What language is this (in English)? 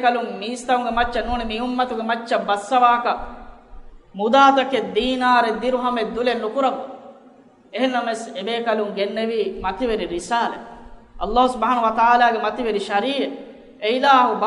Divehi